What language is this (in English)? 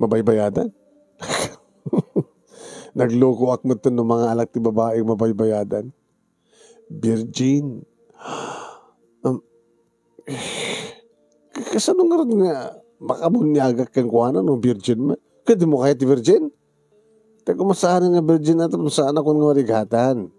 Iloko